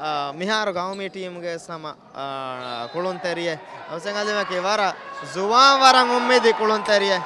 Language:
Divehi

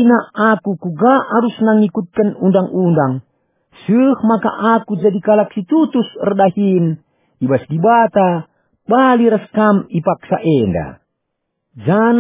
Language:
Batak Karo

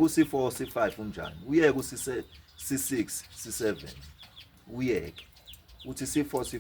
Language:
Zulu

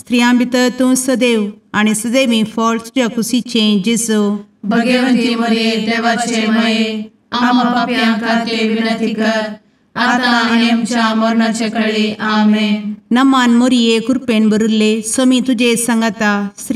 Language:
Konkani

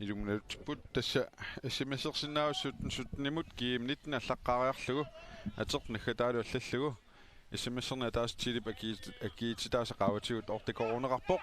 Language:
Kalaallisut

